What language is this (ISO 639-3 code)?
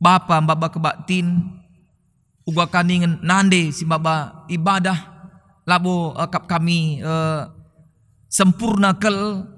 btx